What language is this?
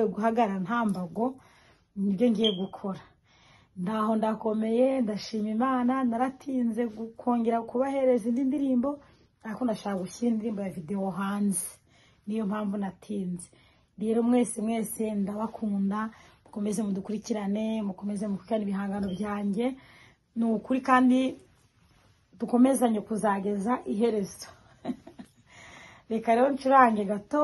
Kinyarwanda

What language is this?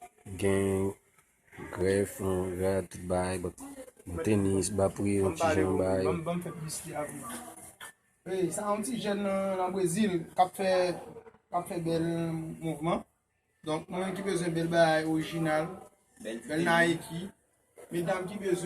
Haitian Creole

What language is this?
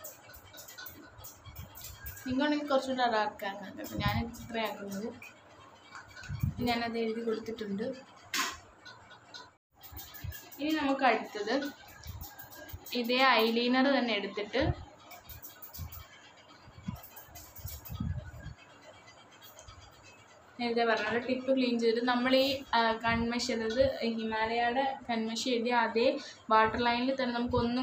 Malayalam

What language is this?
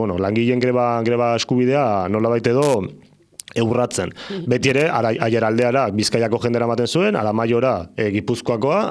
Basque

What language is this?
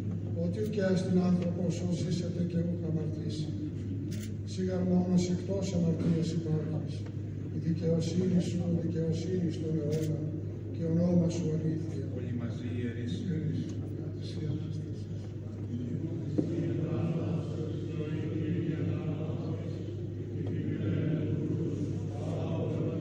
Greek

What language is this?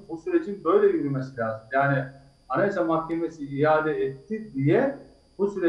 Turkish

